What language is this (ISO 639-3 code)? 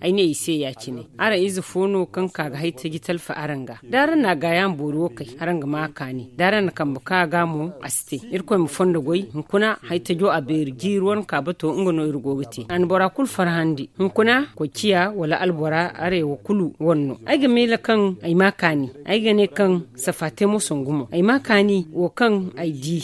dje